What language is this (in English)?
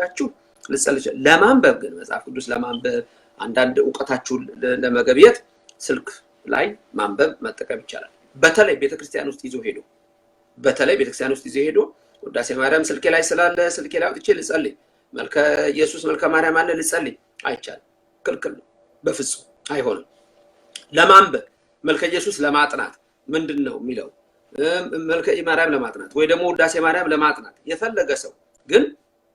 Amharic